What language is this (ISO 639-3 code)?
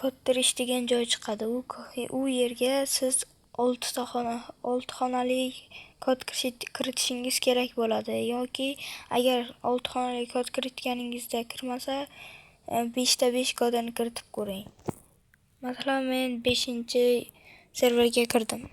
uzb